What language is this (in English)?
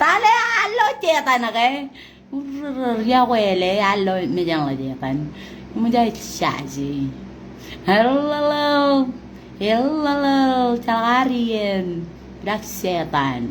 Marshallese